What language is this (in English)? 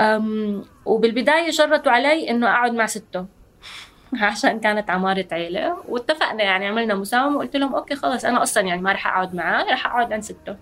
North Levantine Arabic